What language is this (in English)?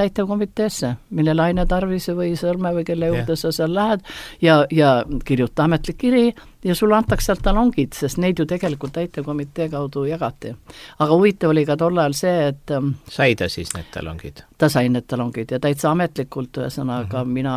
Estonian